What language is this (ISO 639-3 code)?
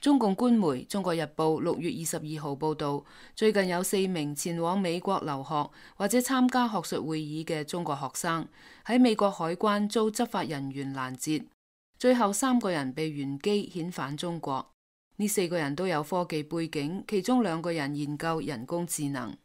yue